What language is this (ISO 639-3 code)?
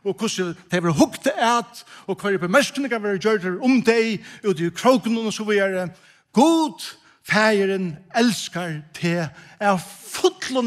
fao